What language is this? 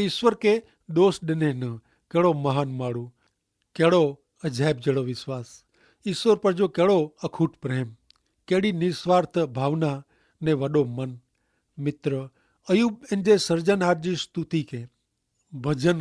Kachhi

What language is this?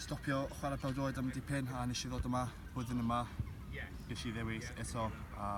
Welsh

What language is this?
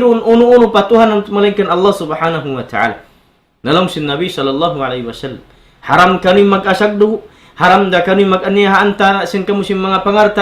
Tausug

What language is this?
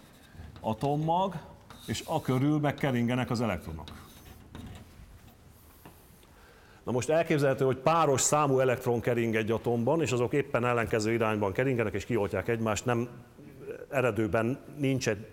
Hungarian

